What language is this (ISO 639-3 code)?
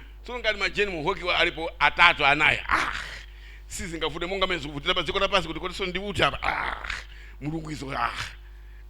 nya